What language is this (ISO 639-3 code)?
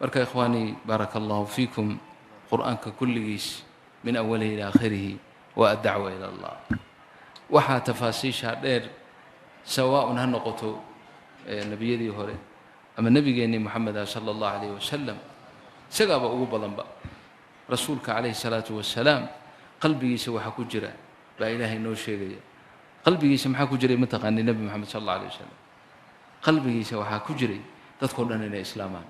som